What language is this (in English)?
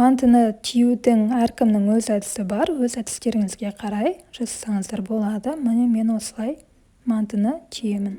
Kazakh